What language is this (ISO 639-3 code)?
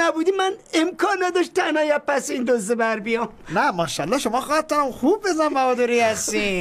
fas